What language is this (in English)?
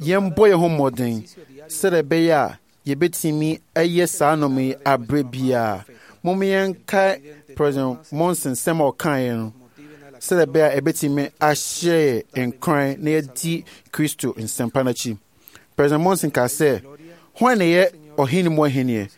Akan